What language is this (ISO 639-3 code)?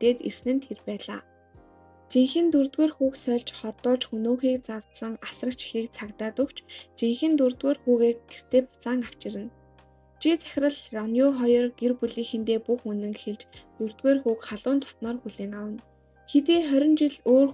mon